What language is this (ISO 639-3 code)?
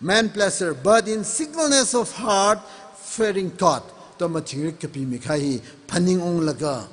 nmf